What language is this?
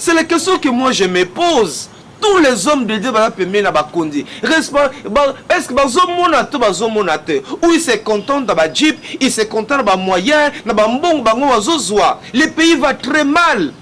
Lingala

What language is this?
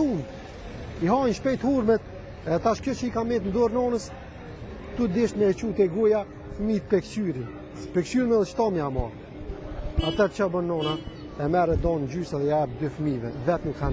Albanian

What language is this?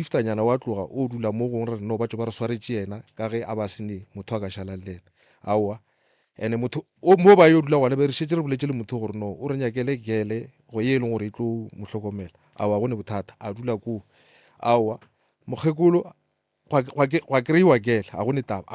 Northern Sotho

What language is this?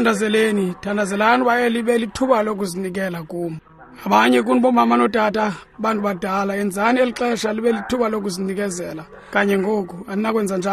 Xhosa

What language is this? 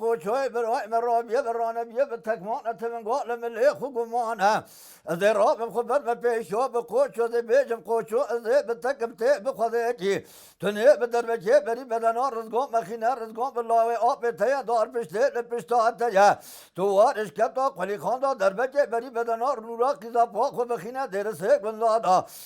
Kurdish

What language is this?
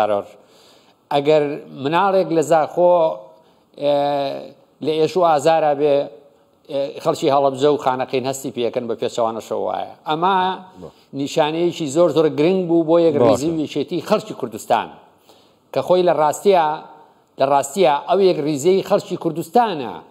Central Kurdish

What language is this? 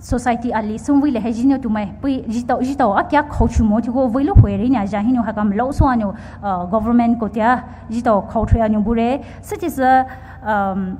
Poumei Naga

